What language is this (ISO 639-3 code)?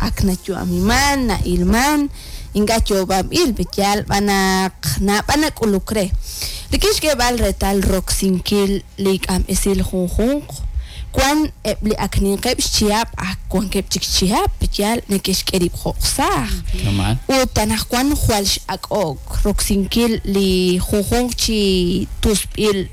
kek